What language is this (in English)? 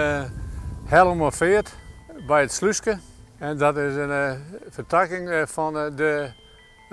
Western Frisian